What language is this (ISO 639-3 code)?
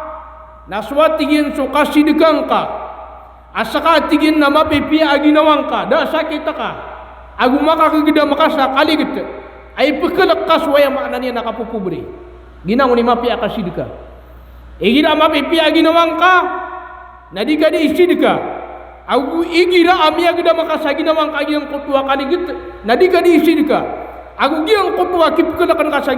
mrw